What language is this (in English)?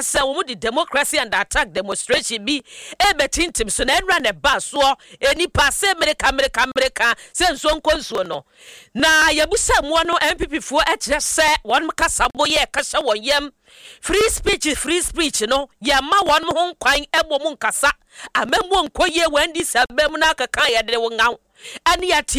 Akan